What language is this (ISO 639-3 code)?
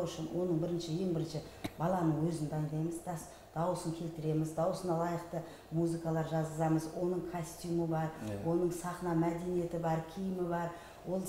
kaz